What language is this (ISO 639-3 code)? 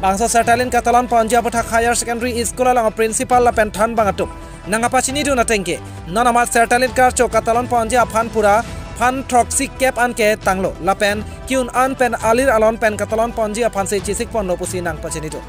mjw